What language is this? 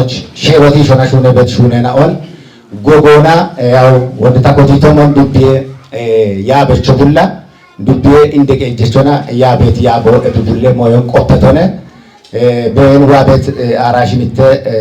Kafa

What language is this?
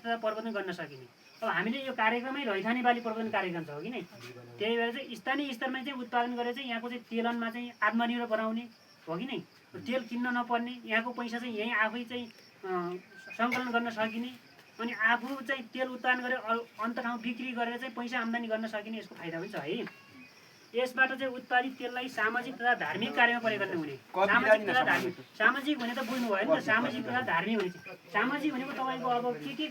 Nepali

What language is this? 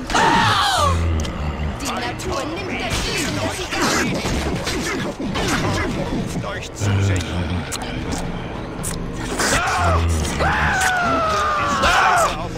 German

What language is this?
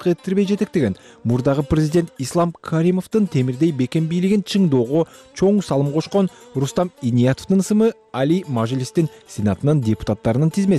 Kyrgyz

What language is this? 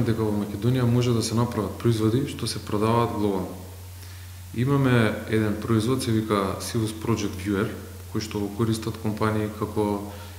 Macedonian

